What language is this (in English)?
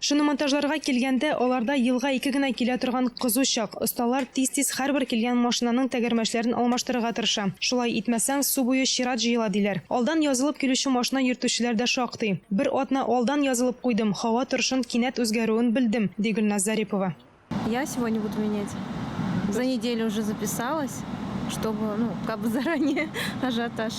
Tatar